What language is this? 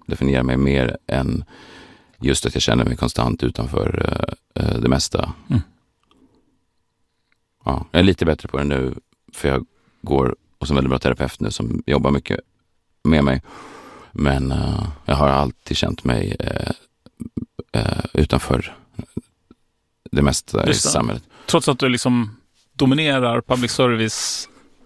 Swedish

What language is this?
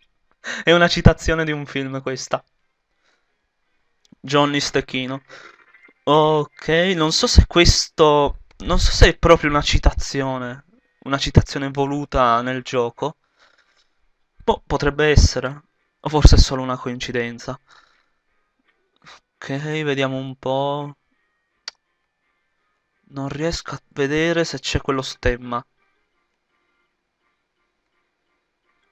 Italian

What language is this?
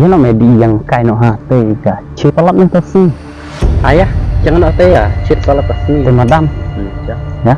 Khasi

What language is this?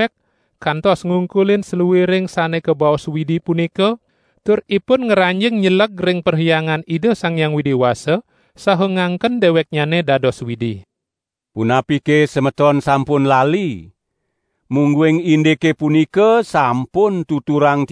Balinese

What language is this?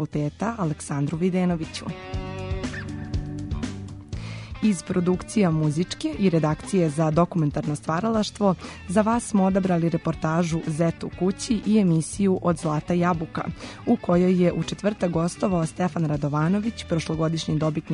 Serbian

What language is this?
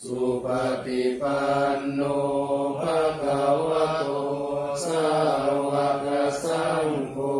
Pali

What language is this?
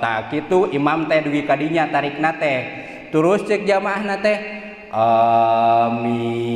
Sundanese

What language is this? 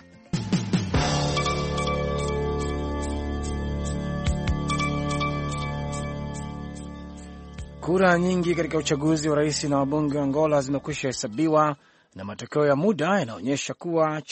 Swahili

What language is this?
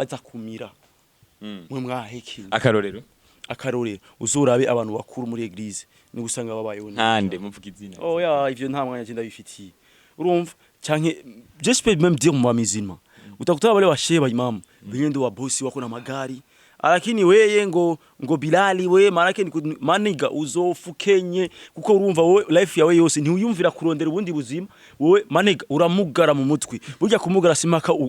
Rundi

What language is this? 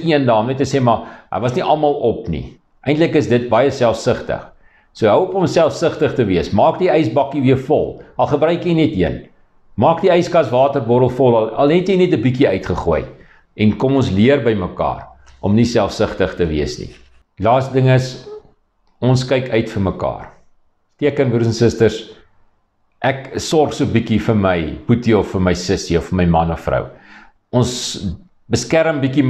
Afrikaans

